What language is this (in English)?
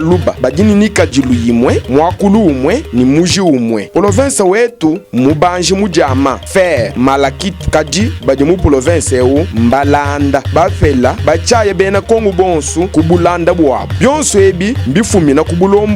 Luba-Lulua